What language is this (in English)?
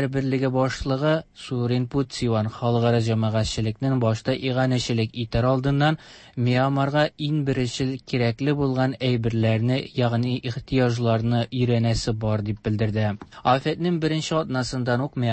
Tatar